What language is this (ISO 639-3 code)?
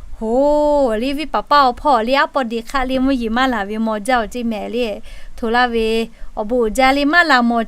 lhu